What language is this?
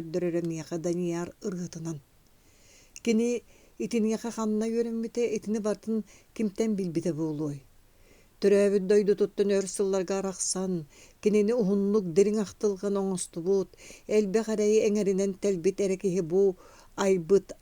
Yakut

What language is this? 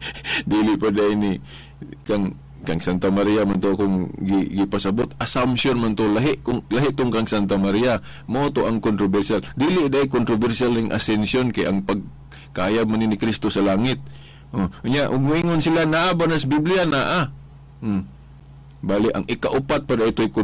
Cebuano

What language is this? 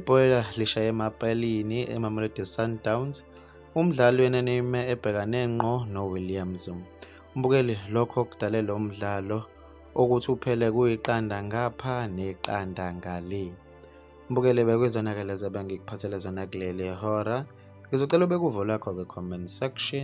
Zulu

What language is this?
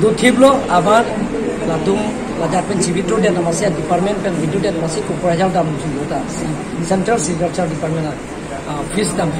Karbi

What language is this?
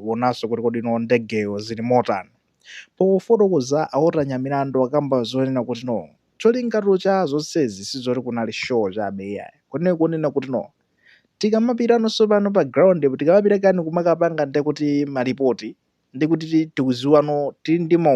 Nyanja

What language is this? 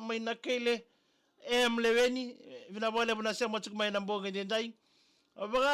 Fijian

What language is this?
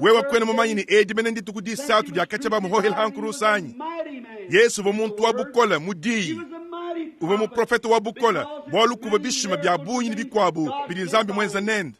Luba-Lulua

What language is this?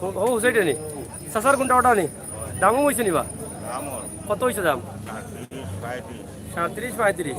Sylheti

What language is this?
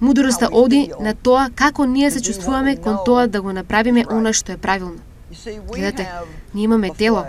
Macedonian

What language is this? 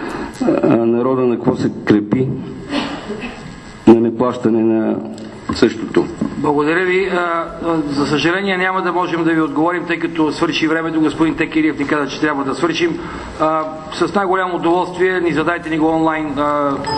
Bulgarian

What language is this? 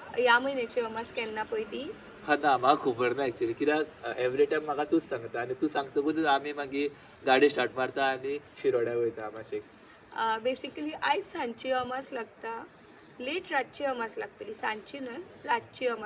Konkani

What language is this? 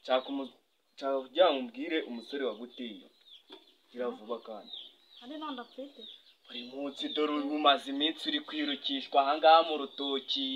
Kinyarwanda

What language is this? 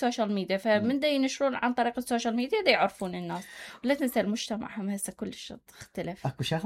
Mesopotamian Arabic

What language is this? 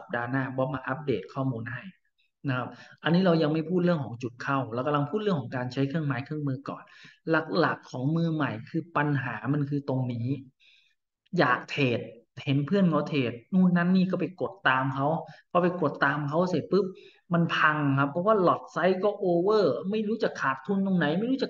Thai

